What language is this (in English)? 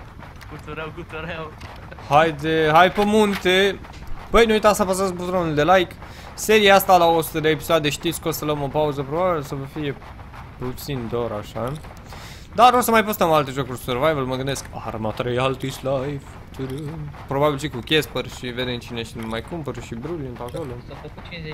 Romanian